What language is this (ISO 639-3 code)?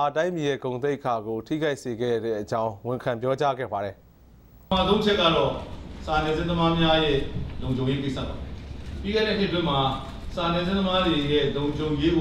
mya